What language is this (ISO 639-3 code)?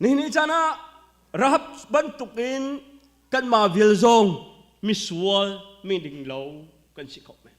cnh